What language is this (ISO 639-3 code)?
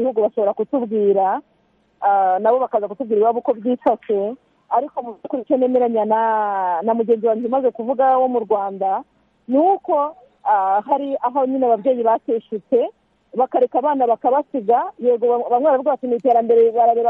kin